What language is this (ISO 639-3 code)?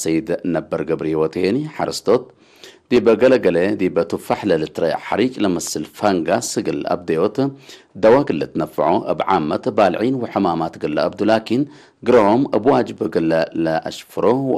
tig